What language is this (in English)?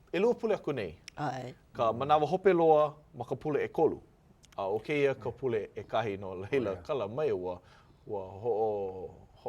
Hawaiian